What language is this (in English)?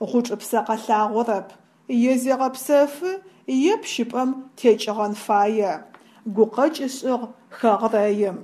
Adyghe